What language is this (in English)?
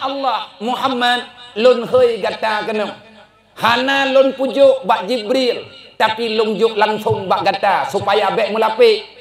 Achinese